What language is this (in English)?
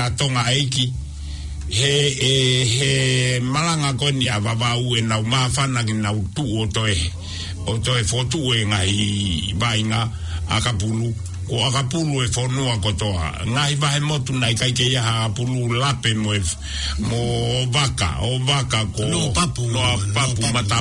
Tongan